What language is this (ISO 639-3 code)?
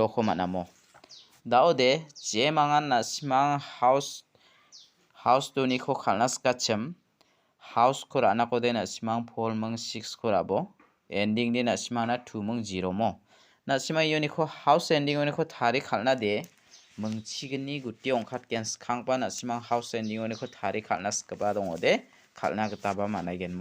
grt